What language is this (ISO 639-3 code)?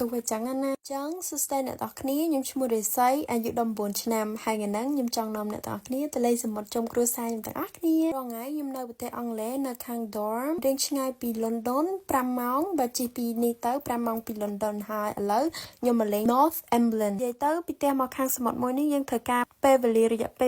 khm